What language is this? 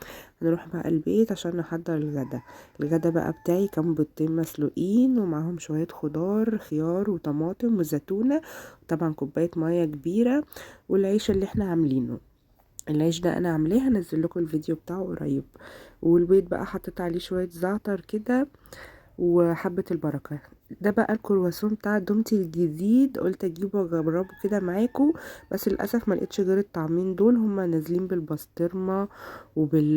Egyptian Arabic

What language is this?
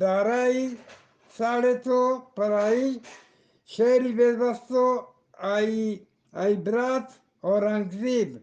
Eastern Balochi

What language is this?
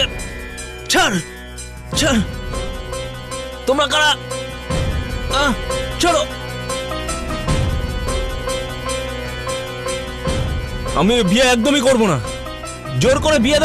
Bangla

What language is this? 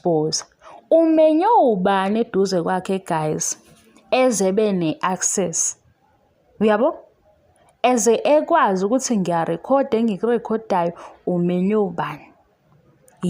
Zulu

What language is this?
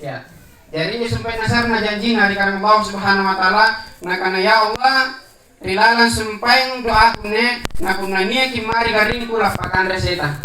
Makasar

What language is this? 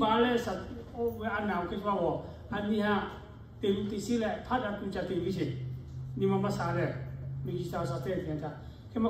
Lahu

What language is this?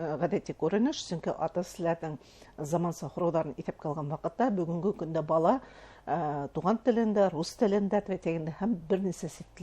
Bashkir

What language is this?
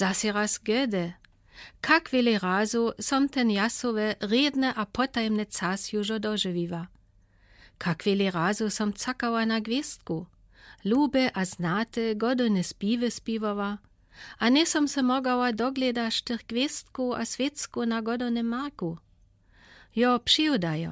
Lower Sorbian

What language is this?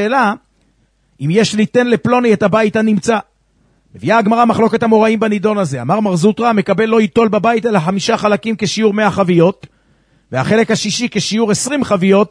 Hebrew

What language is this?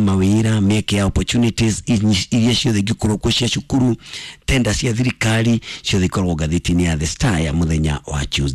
Kikuyu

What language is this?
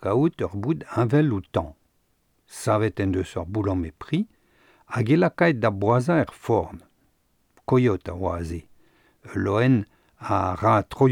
Breton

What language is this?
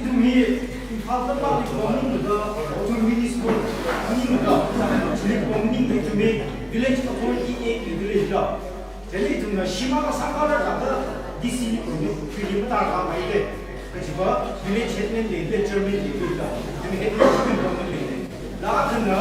Tangkhul Naga (India)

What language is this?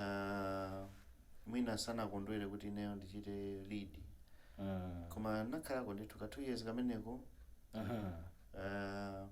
Nyanja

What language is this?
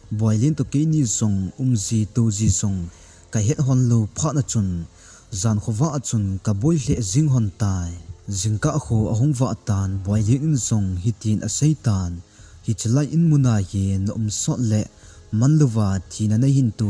Thado Chin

